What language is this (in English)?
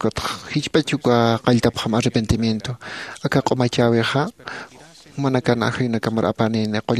Aymara